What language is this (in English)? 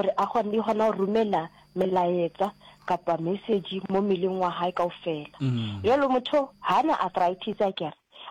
Northern Sotho